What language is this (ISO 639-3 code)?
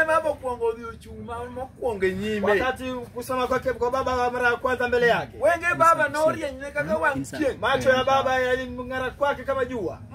swa